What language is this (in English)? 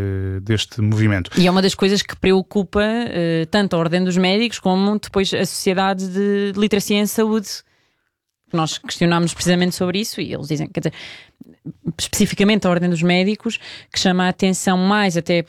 Portuguese